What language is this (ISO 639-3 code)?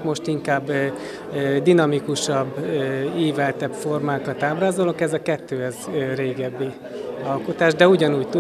hun